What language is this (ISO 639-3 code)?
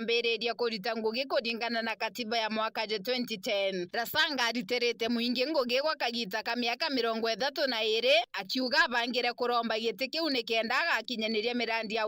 mer